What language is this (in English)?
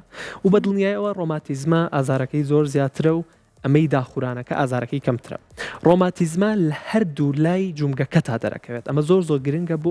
Central Kurdish